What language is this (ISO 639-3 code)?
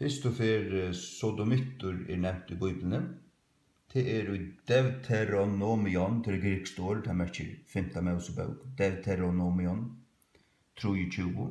fao